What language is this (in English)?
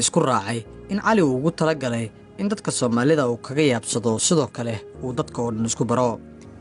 Somali